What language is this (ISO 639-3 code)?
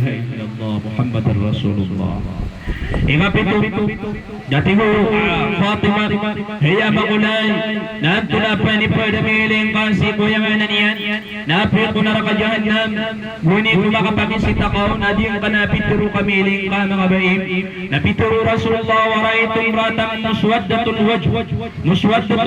mrw